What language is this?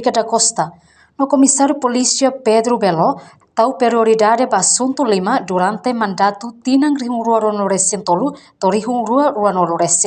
Tetum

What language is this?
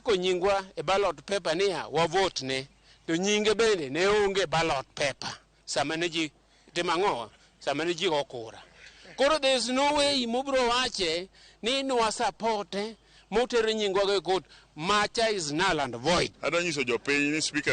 Luo (Kenya and Tanzania)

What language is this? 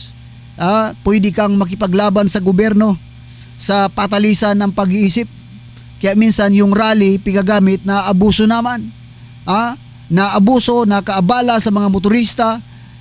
Bikol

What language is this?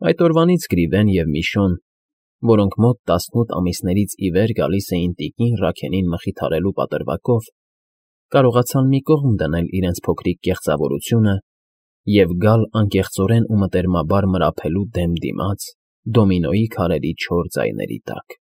Armenian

